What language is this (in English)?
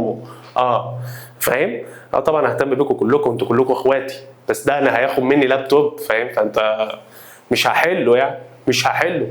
Egyptian Arabic